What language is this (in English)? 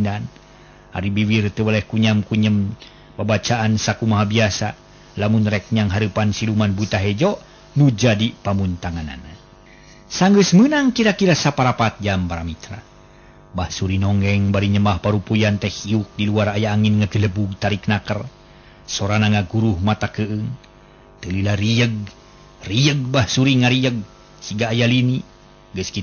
Sundanese